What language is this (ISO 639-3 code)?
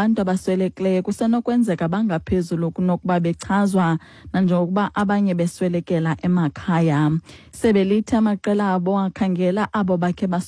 xho